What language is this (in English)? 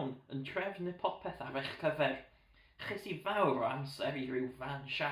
Welsh